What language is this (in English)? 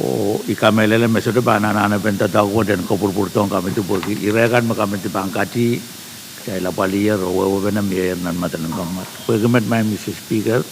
Pohnpeian